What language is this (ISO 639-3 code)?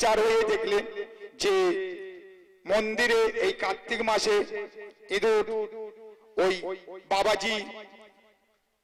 ben